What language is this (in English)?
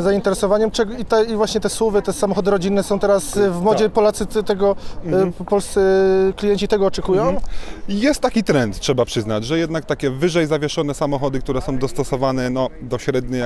Polish